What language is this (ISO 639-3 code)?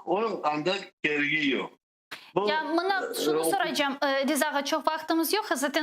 crh